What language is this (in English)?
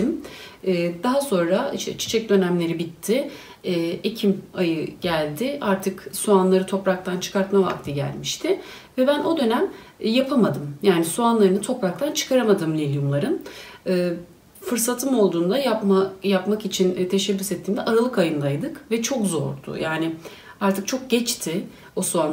Turkish